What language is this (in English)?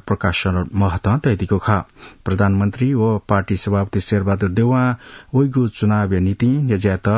Newari